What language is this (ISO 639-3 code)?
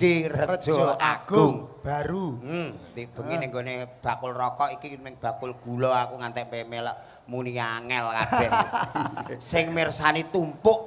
jav